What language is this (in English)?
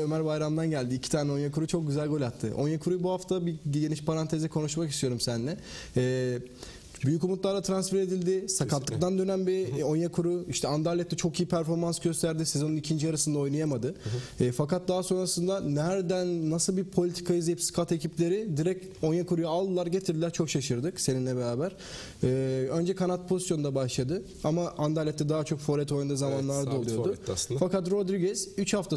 Turkish